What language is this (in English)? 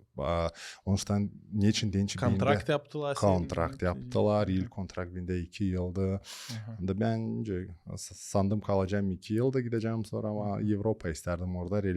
Gagauz